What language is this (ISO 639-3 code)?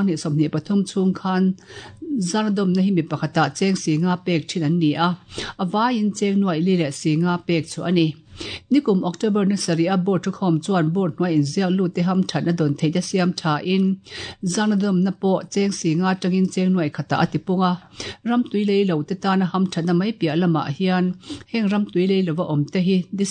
lus